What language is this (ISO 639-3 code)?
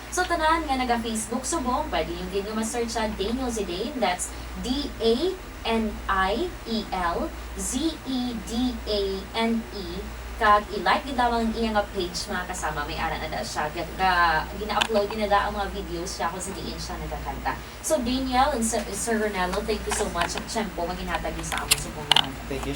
hil